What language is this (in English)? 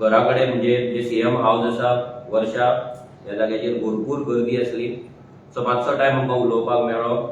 Konkani